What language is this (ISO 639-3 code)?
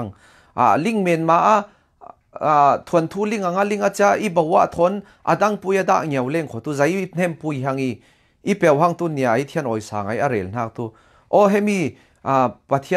cfm